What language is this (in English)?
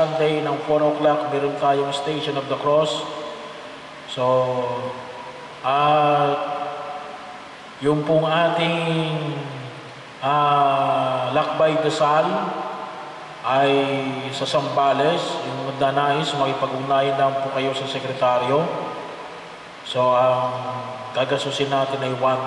Filipino